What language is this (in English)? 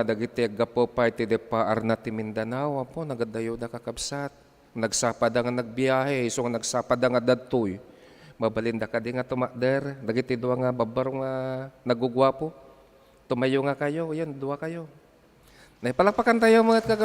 Iloko